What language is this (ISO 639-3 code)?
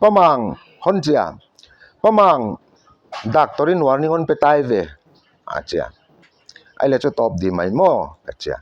pck